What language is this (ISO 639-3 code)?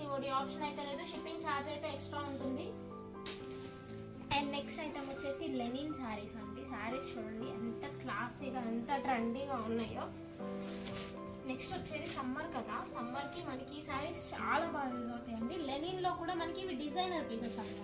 tel